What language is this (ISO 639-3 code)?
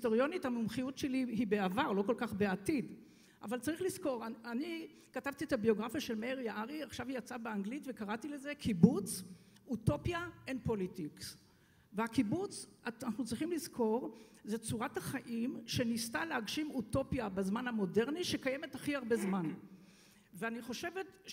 heb